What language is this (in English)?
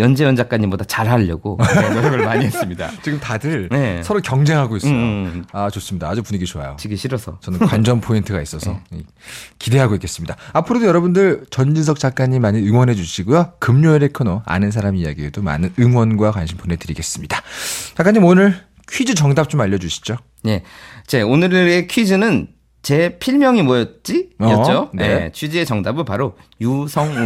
Korean